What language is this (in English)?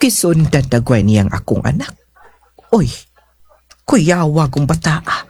Cebuano